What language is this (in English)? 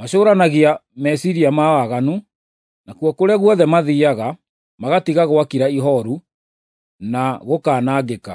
Kikuyu